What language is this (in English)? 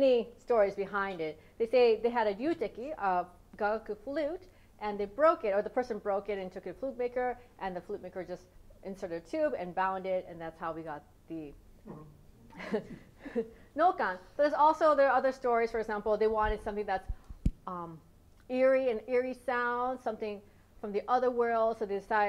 English